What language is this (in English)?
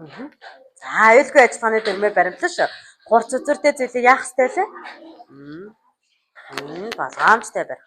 Mongolian